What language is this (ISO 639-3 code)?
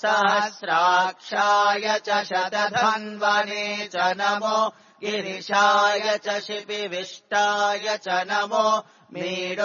san